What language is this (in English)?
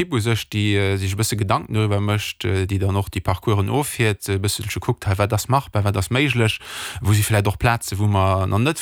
Luxembourgish